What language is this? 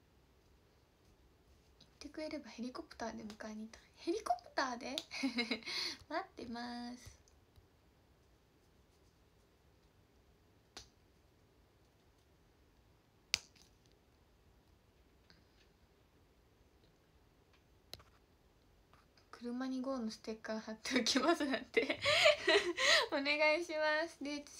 Japanese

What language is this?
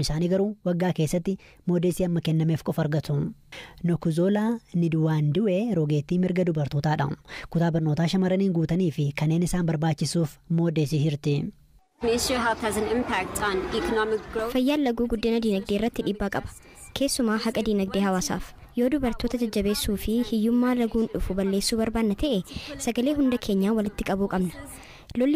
Oromo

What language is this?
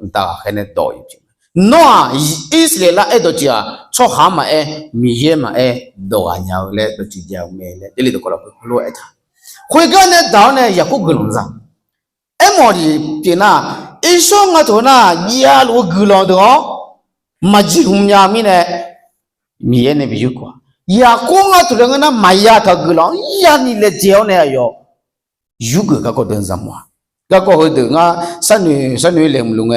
Akha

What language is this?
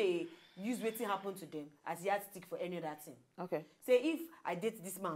Nigerian Pidgin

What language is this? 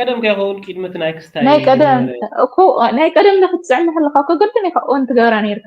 Tigrinya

